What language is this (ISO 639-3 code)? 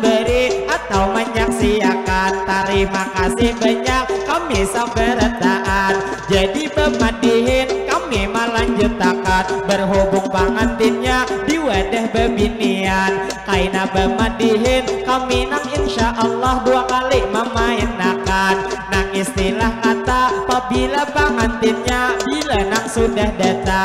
bjn